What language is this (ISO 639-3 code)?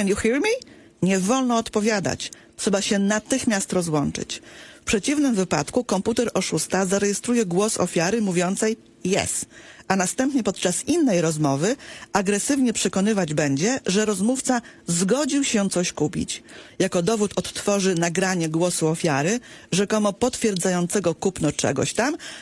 pol